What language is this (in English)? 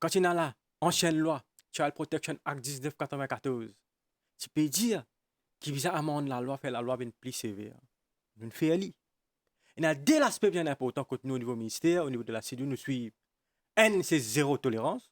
Morisyen